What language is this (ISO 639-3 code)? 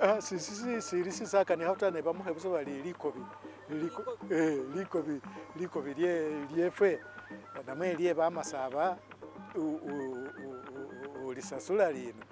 myx